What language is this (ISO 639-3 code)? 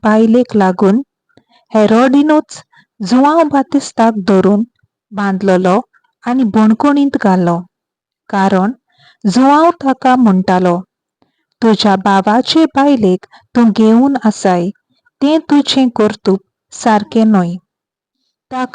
kok